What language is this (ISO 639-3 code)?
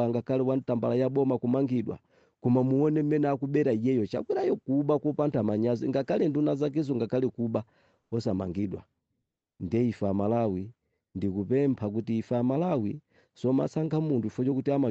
nya